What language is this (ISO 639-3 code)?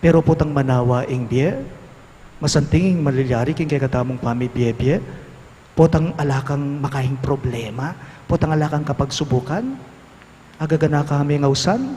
pam